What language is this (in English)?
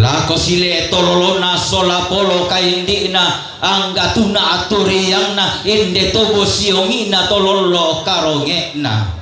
Toraja-Sa'dan